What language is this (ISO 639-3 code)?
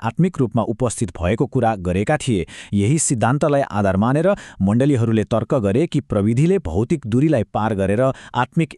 nep